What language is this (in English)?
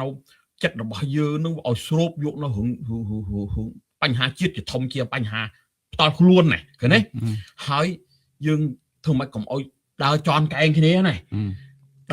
Khmer